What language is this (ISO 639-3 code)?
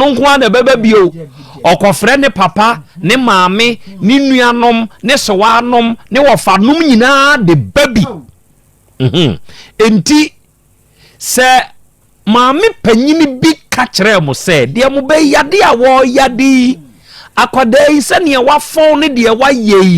aka